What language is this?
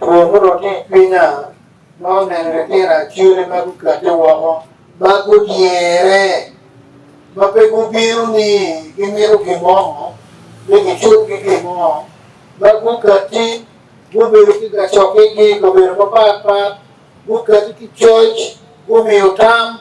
Acoli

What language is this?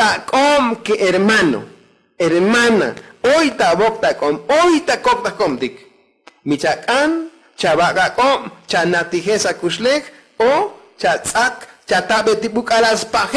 Tzotzil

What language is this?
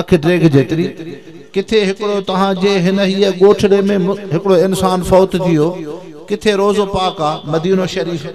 Sindhi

